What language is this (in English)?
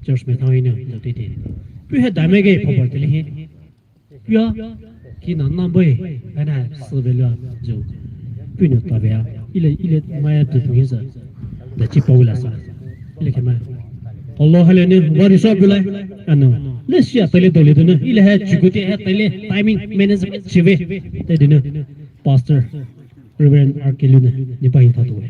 Poumei Naga